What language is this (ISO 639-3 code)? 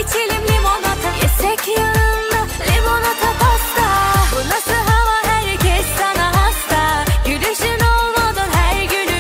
tur